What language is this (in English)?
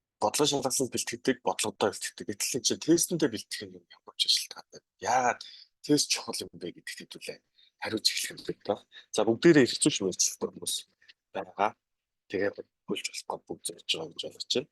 Mongolian